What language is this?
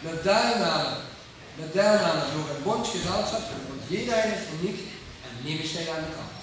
Limburgish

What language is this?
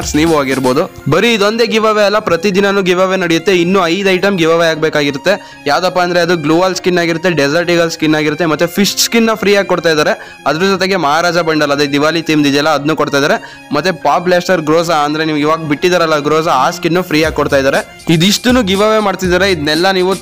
Kannada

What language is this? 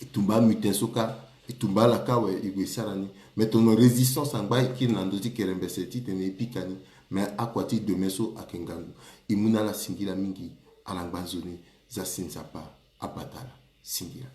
Sango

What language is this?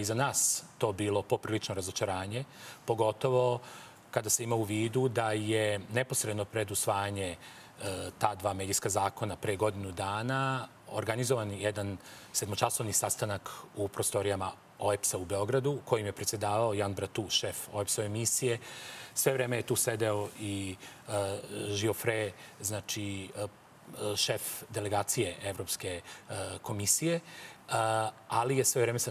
Serbian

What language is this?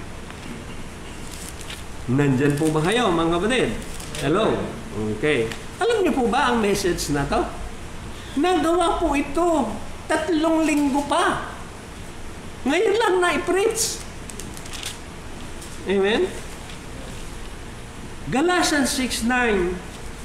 Filipino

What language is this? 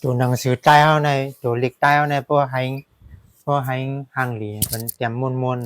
Shan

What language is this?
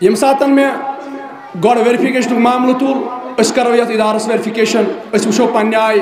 Kashmiri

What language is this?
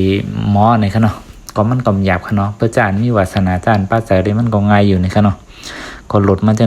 Shan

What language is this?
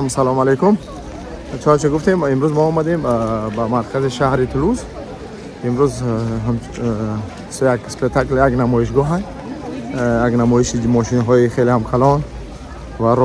Tajik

